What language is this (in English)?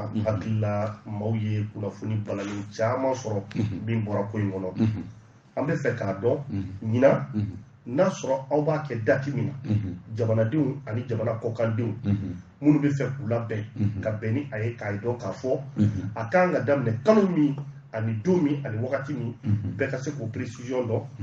Bambara